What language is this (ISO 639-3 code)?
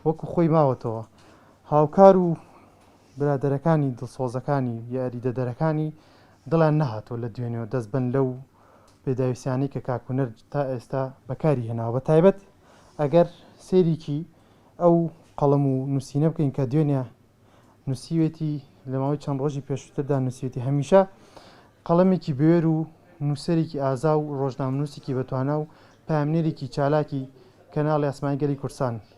ckb